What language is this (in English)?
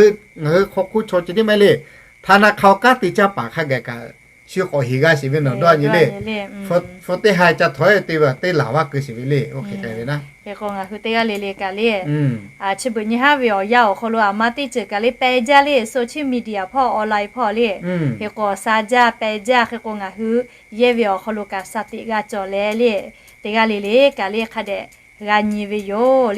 Lahu